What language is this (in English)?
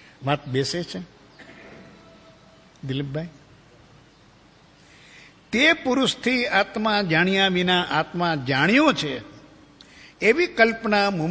Gujarati